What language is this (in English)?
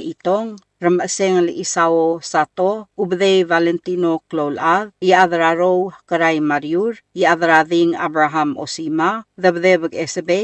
Palauan